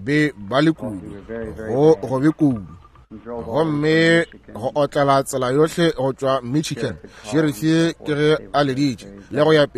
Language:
Northern Sotho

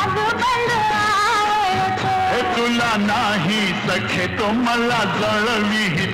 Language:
Marathi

